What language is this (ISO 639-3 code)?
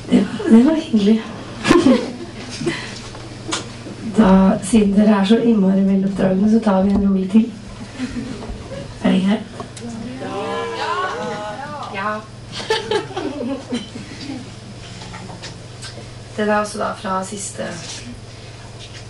nor